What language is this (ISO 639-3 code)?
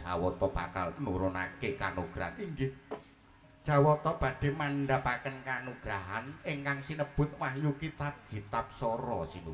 jav